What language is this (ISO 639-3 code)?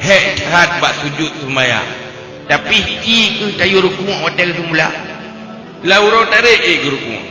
ace